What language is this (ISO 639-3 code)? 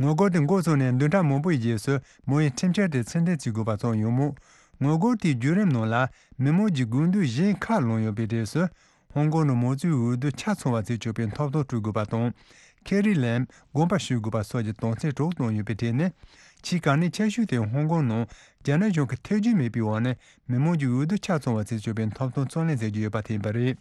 bod